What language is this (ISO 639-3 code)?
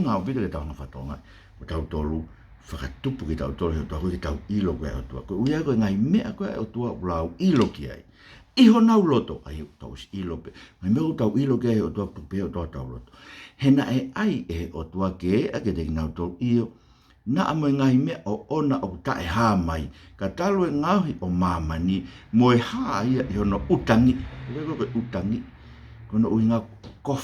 ton